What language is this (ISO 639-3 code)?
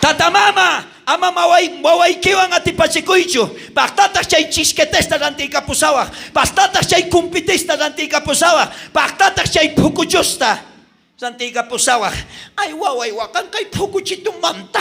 quh